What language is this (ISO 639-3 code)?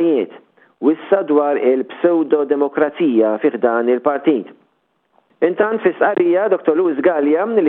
mlt